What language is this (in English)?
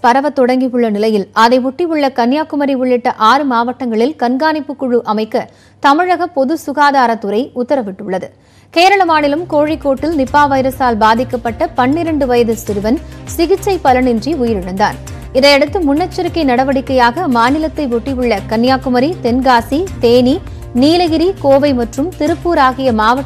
Tamil